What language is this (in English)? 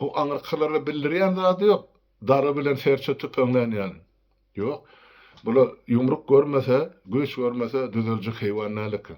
Turkmen